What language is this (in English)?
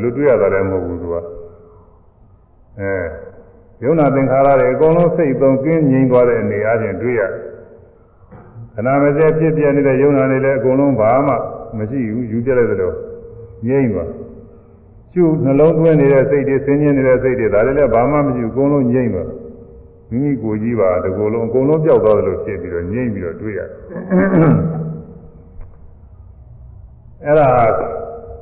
Burmese